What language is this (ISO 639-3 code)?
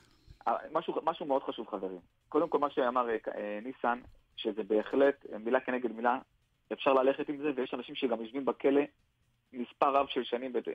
heb